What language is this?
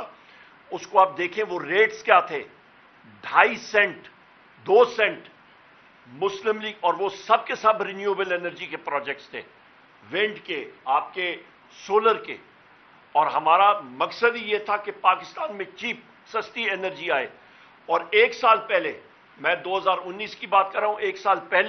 Urdu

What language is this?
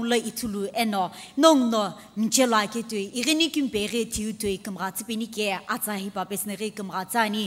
Sumi Naga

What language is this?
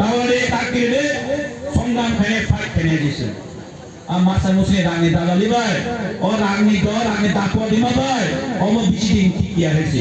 Kok Borok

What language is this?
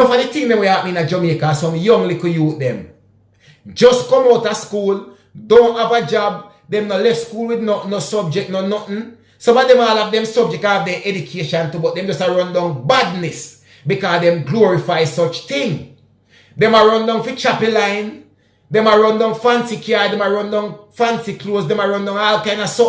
Jamaican Creole English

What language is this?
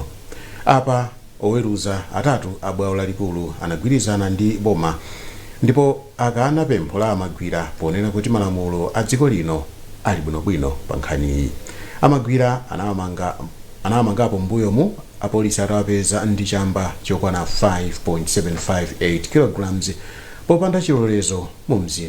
Nyanja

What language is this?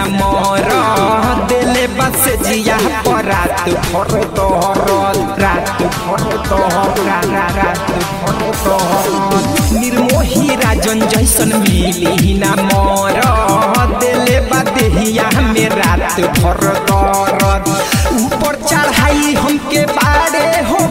Bhojpuri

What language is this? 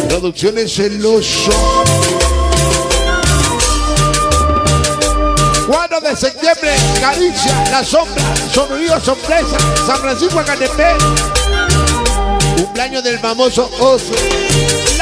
Spanish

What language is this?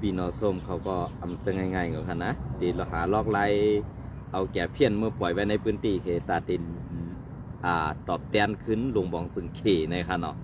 Shan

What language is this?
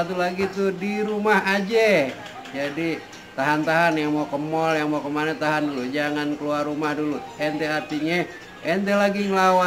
Betawi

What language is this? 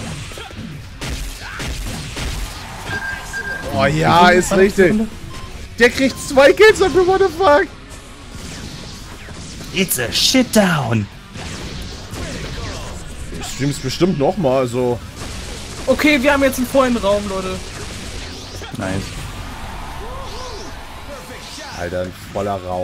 German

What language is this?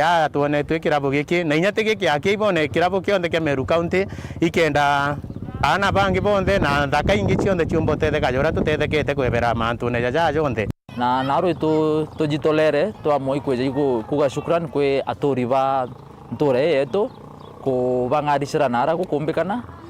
Meru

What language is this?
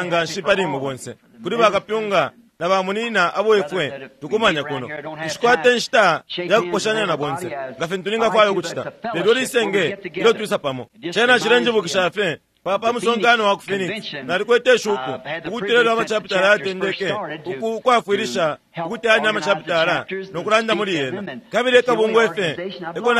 Bemba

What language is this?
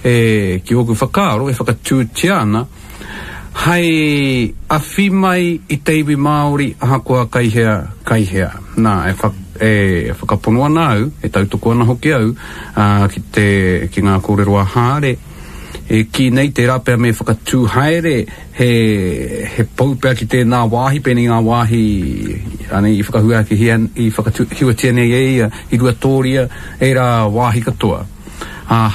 Māori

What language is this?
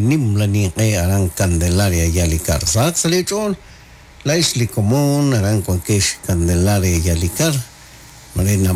Kekchí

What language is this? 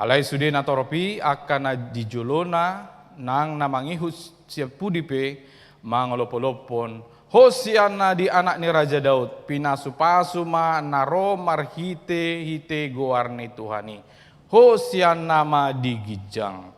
Batak Toba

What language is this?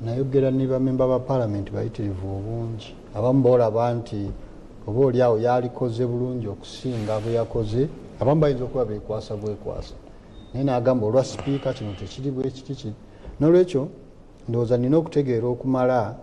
Ganda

